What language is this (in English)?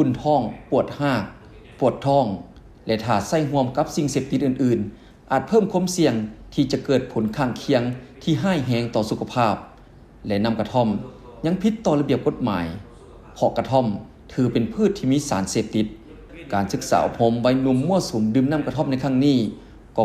Lao